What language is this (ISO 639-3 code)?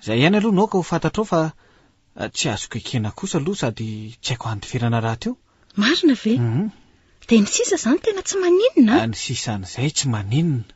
mlg